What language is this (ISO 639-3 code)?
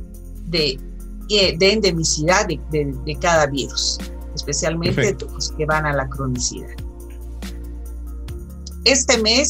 spa